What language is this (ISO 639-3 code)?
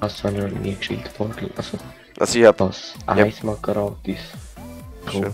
gsw